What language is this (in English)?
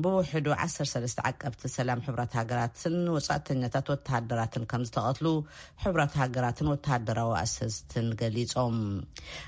Tigrinya